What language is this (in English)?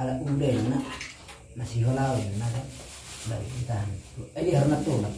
Batak Toba